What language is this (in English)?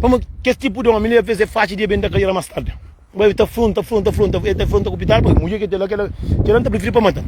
Kabuverdianu